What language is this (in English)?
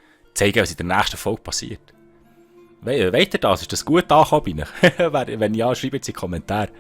Swiss German